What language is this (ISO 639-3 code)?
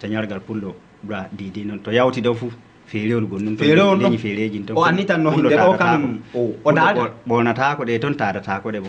ful